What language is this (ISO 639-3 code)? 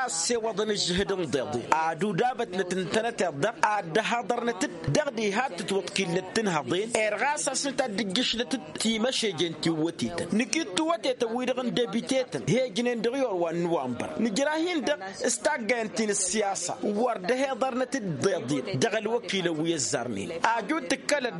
taq